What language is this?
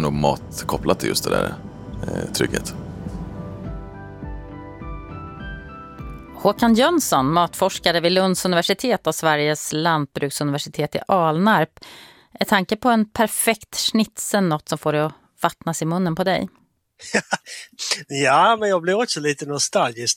Swedish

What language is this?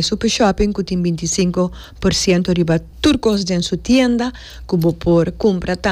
Papiamento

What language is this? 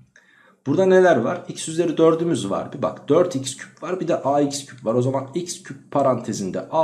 Turkish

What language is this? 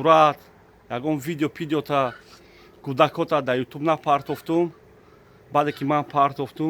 Tajik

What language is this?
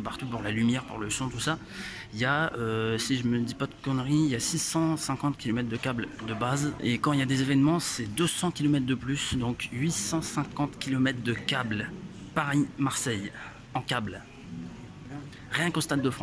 French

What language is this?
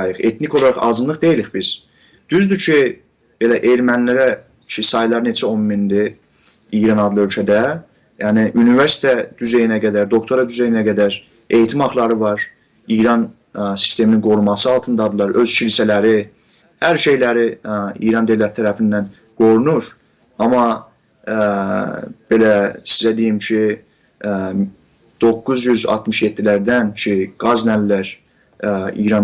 South Azerbaijani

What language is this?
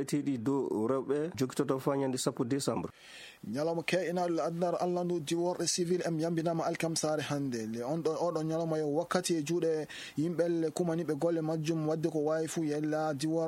Fula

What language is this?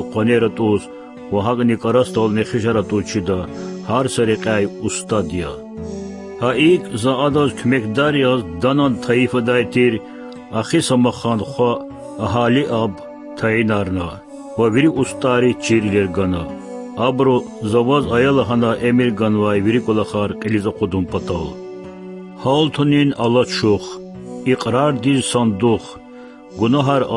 Lezghian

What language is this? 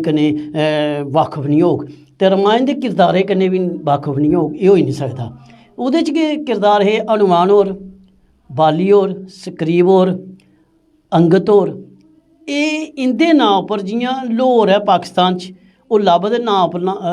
Dogri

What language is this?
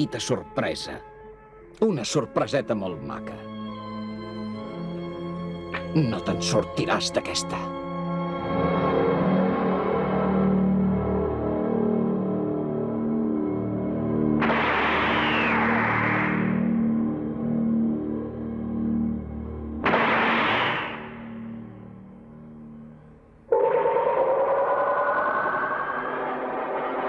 Catalan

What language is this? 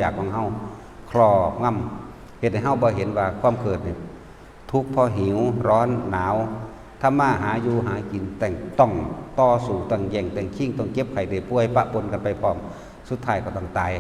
Northeastern Thai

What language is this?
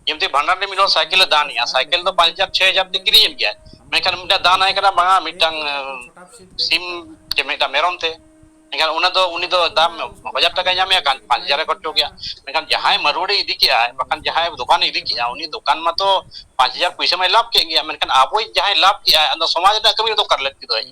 Santali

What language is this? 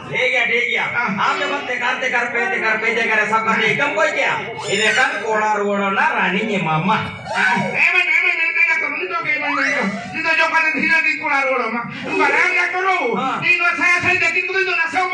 Santali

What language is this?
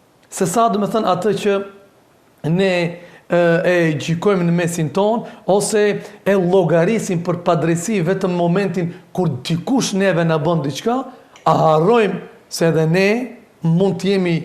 Albanian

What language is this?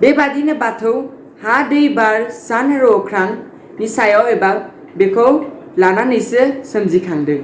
Bodo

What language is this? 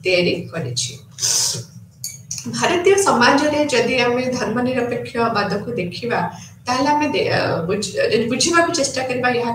Odia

